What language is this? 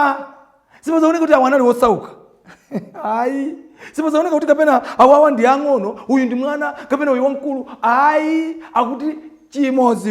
Nyanja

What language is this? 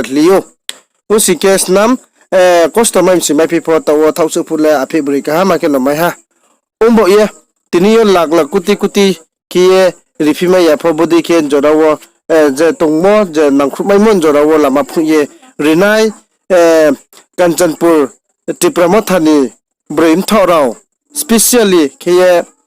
Riang (India)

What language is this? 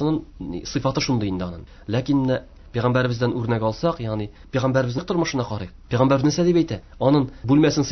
Tatar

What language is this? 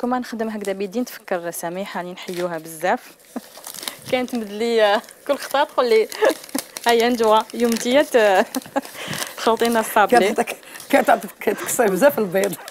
Algerian Arabic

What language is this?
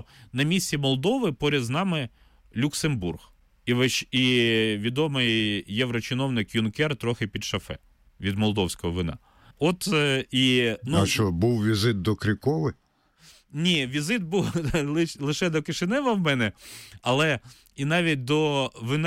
Ukrainian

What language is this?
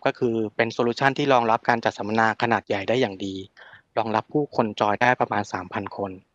Thai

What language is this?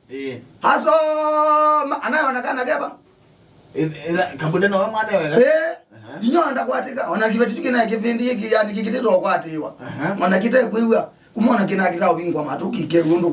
Kamba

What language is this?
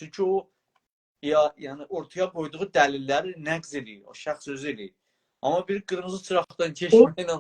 South Azerbaijani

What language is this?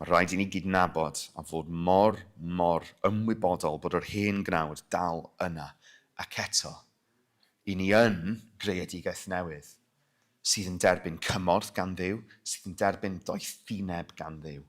Welsh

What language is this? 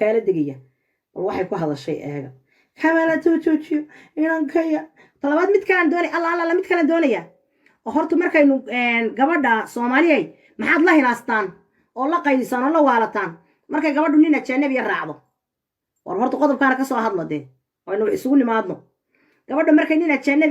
Somali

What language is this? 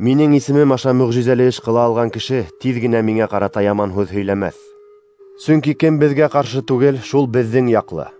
Bashkir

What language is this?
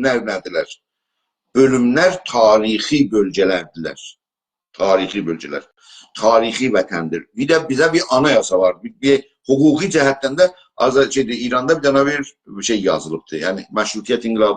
South Azerbaijani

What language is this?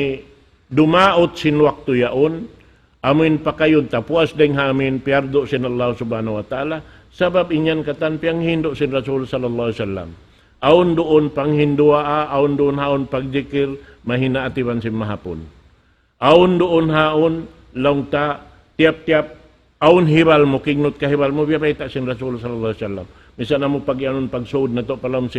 Tausug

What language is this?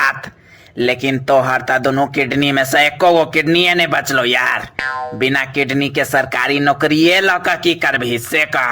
Maithili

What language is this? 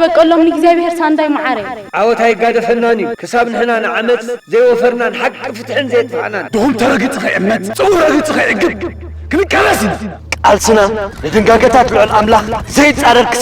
Tigrinya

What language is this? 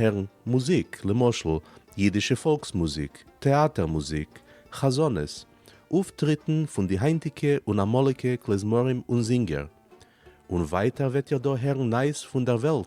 Yiddish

